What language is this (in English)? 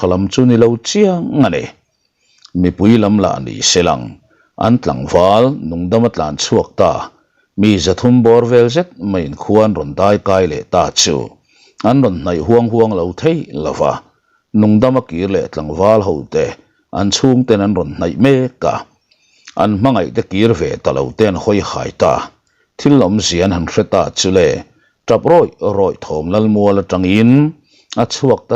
Mizo